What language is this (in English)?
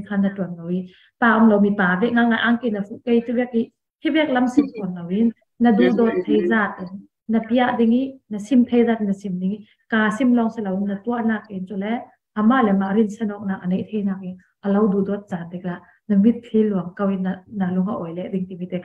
Falam Chin